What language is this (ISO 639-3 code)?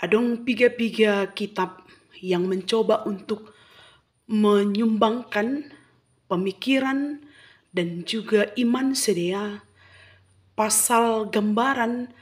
bts